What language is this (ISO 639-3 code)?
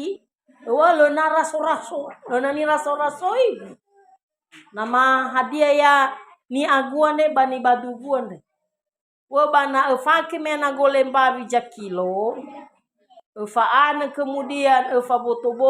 nia